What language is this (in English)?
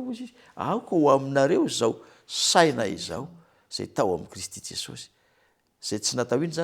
Malagasy